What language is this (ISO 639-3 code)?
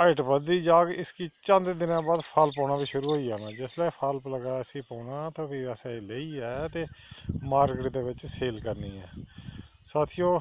doi